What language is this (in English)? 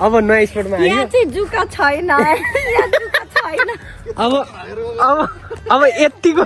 Nepali